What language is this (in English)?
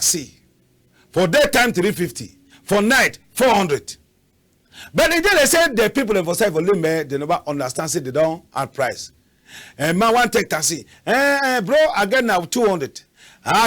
Cameroon Pidgin